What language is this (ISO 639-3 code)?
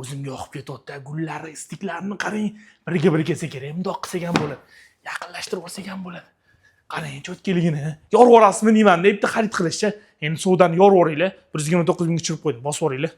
uzb